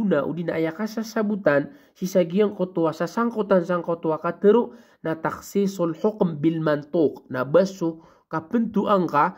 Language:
Maranao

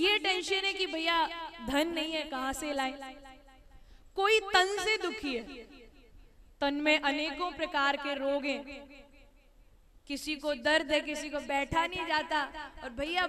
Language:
Hindi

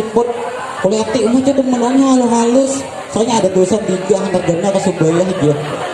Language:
Banjar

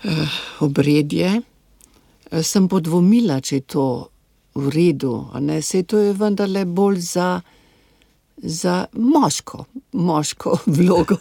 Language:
Slovenian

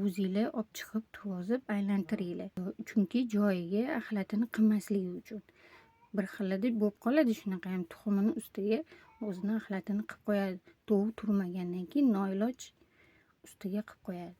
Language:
Uzbek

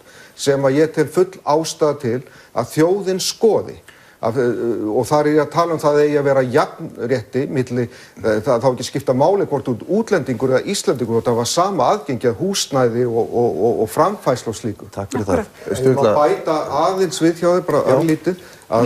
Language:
Icelandic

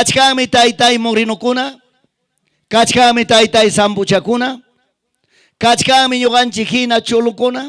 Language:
Ayacucho Quechua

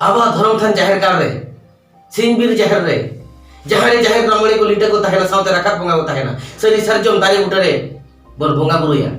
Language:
Santali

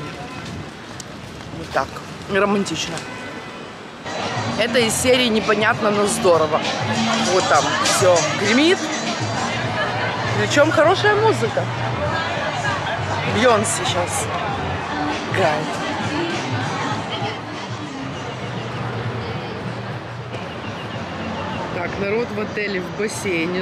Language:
Russian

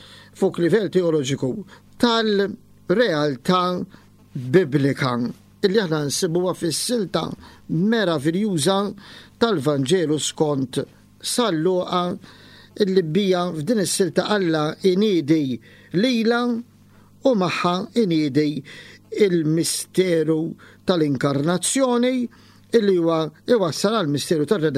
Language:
Maltese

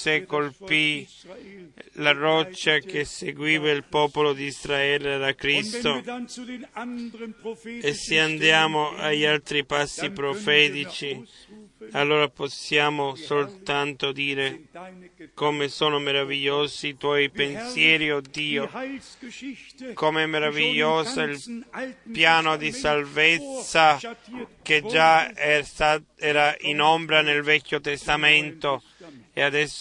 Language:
Italian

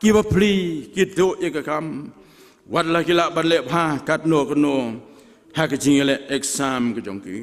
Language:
Khasi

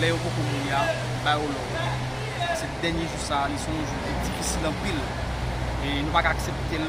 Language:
Haitian Creole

